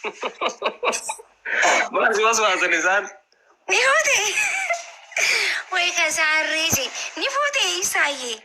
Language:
Oromo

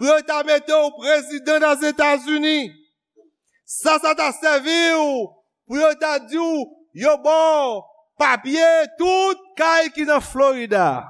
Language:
Haitian Creole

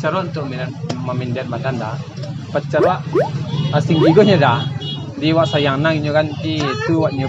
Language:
Minangkabau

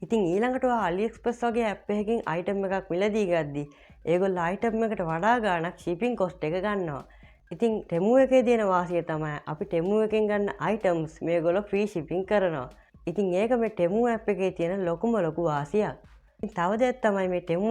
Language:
Sinhala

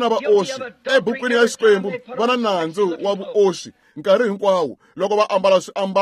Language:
Tsonga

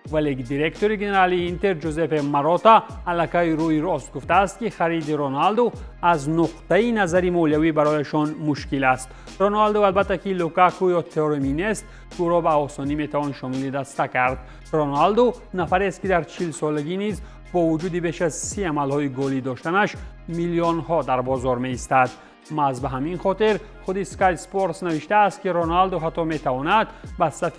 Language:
Tajik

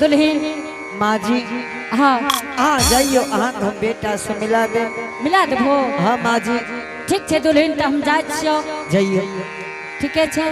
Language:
Angika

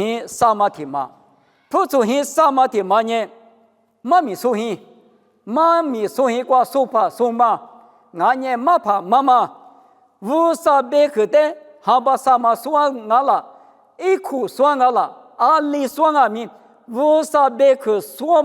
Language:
Lisu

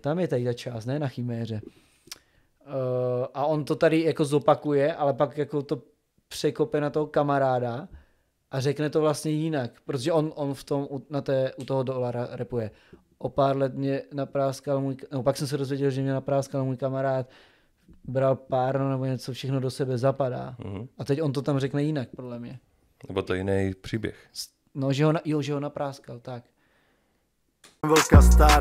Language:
Czech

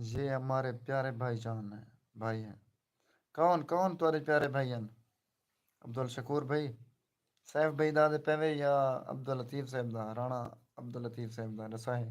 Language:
Saraiki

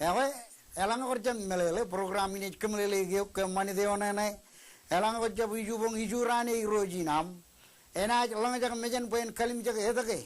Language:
Marshallese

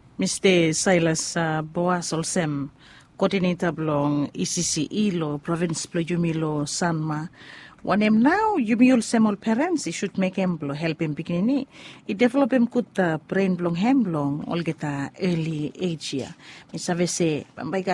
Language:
Bislama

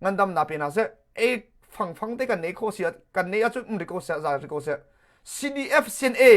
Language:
Hakha Chin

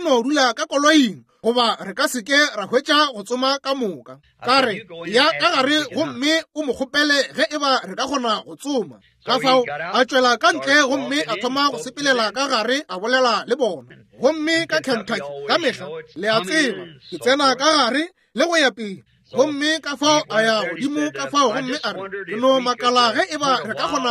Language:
Northern Sotho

